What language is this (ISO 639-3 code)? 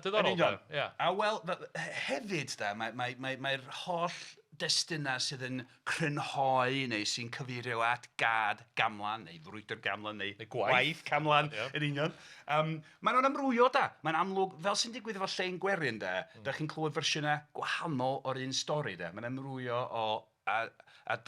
cym